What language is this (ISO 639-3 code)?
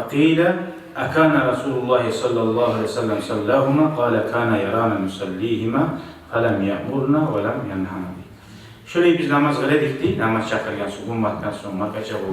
kum